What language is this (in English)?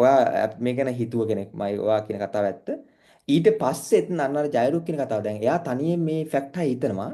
Sinhala